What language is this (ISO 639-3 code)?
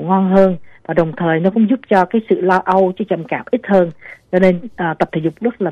vie